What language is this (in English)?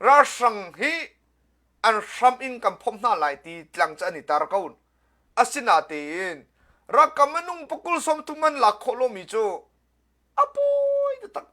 Hakha Chin